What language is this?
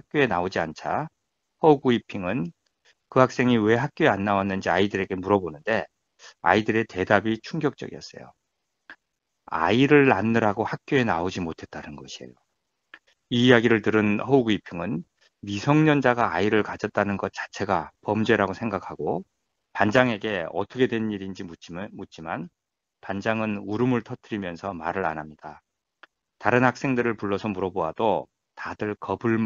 Korean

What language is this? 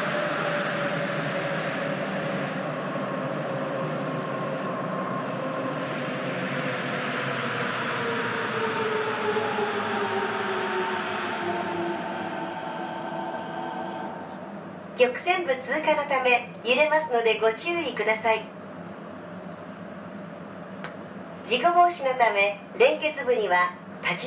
Japanese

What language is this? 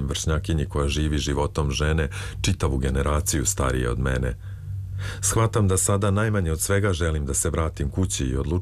Serbian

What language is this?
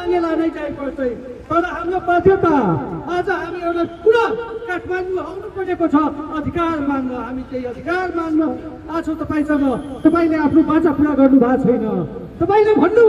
Nepali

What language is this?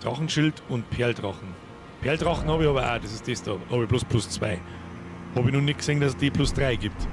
Bavarian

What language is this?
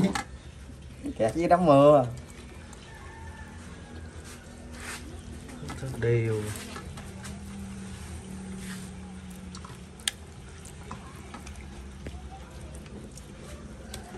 Vietnamese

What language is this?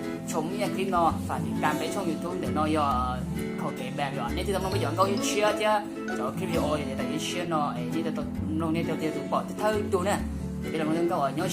Hmong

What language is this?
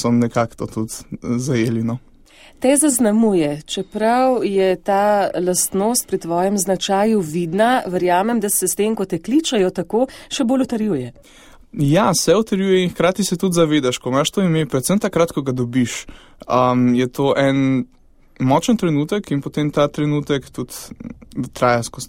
Slovenian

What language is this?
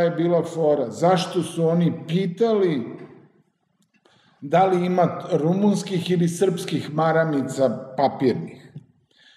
Serbian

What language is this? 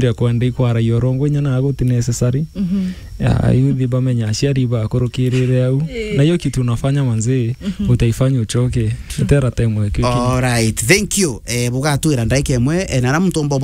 Meru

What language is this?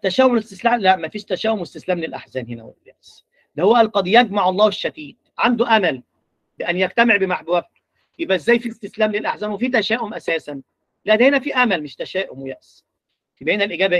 Egyptian Arabic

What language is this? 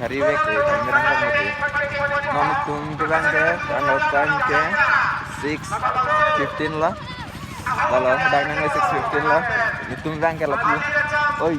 Karbi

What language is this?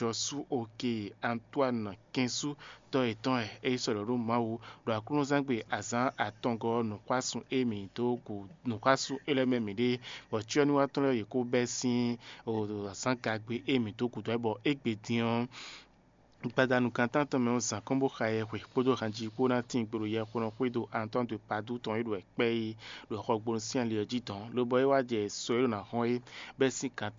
Fon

